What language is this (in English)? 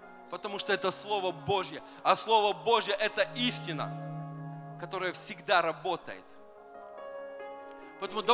Russian